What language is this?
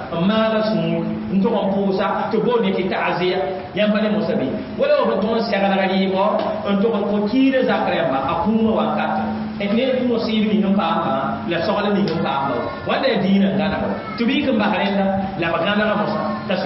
Mossi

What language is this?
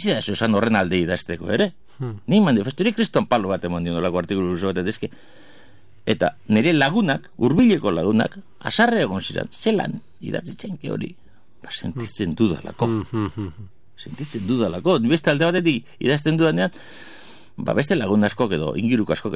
Basque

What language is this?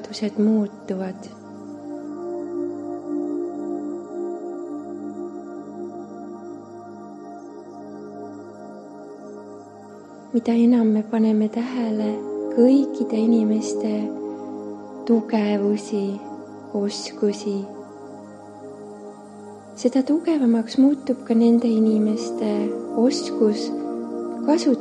Estonian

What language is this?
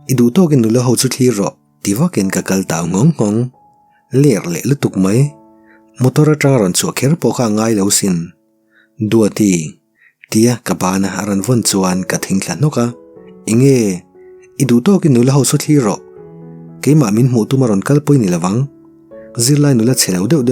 Mizo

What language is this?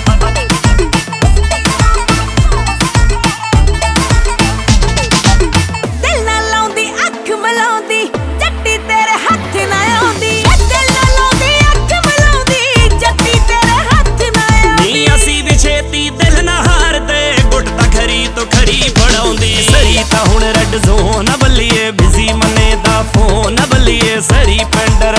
Punjabi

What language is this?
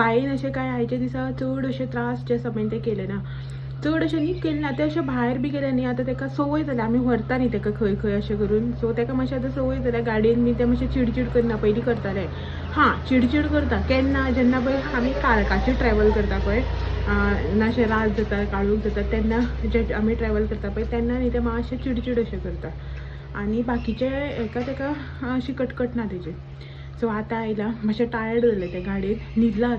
Konkani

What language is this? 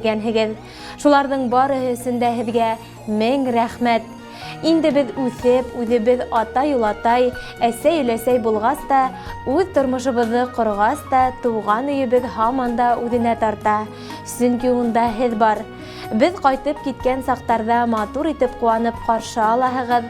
Bashkir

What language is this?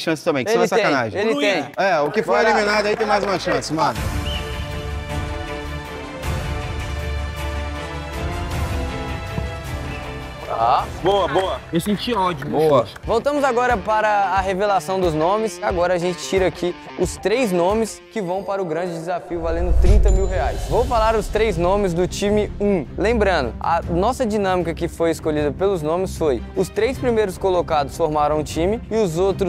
Portuguese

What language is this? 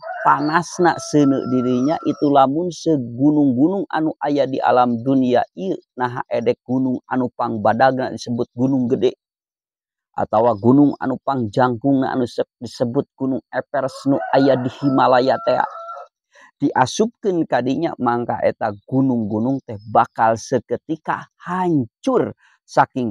Sundanese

